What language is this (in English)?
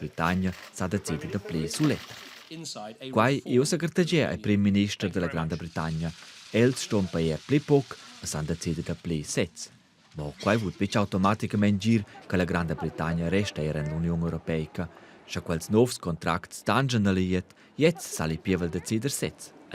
Romansh